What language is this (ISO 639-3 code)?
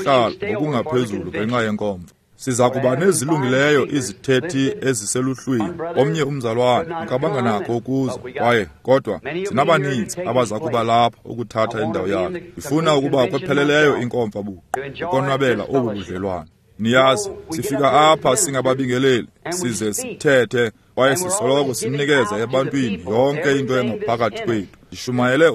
xho